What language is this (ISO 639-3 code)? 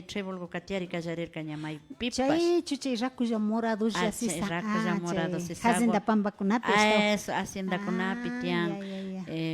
qvi